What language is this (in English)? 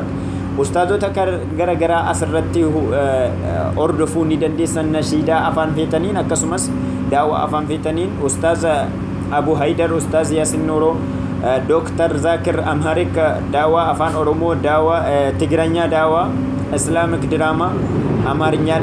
Oromo